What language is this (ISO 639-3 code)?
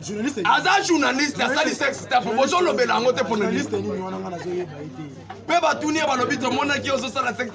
lin